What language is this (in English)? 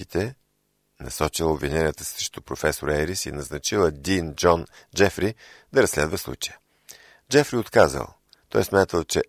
Bulgarian